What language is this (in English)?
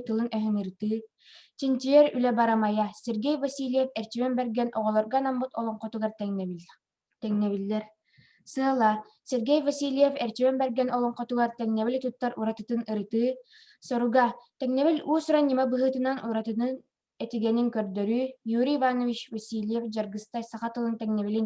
Yakut